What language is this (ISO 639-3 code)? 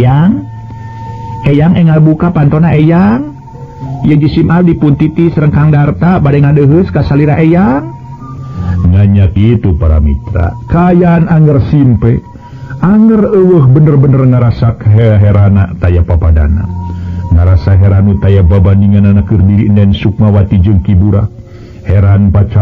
sun